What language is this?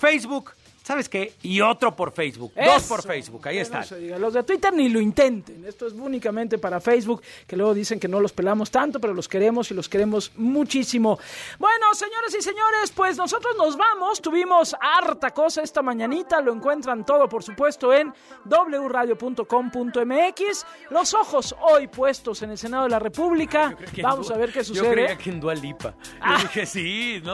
Spanish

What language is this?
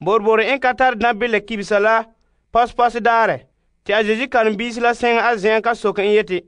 Frafra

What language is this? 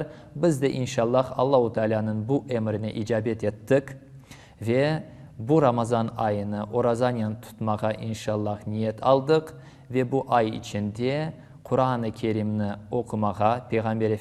Crimean Tatar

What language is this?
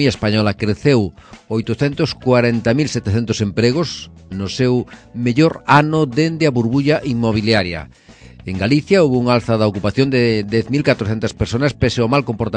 Galician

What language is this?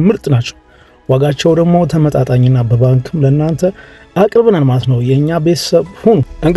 Amharic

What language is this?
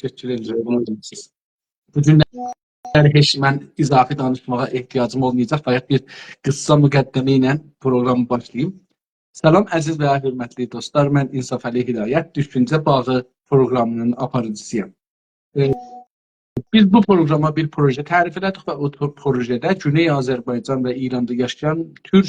South Azerbaijani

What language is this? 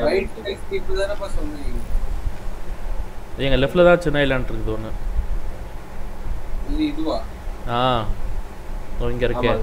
Tamil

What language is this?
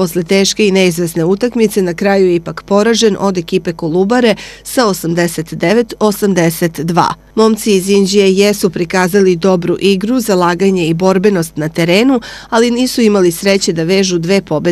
Serbian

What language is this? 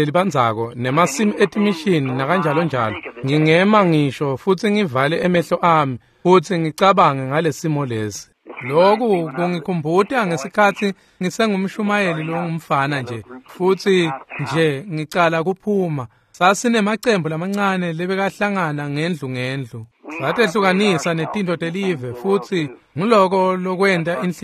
Swati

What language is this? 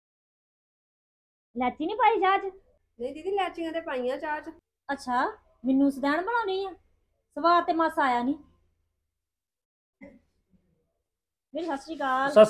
Punjabi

